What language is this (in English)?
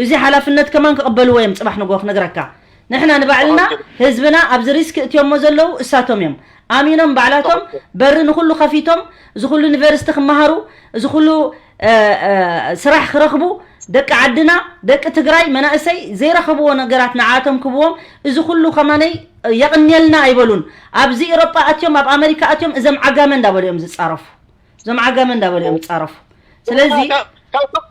Tigrinya